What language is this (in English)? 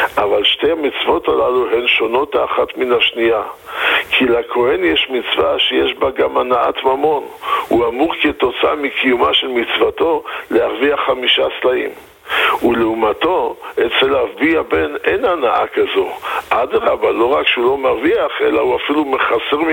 Hebrew